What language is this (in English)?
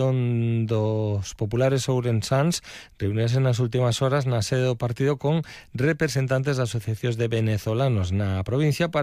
Galician